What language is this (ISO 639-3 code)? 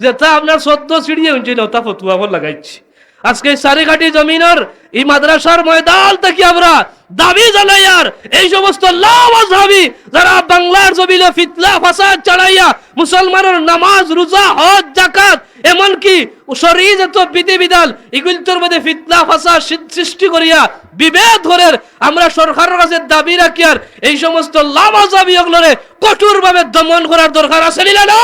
syl